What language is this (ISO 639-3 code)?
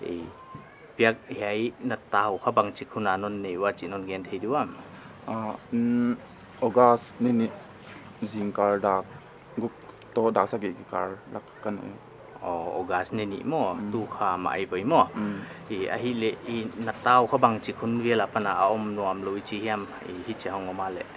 pck